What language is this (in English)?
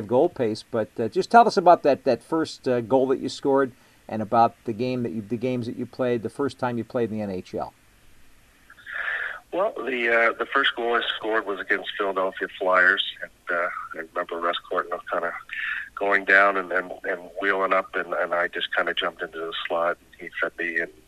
English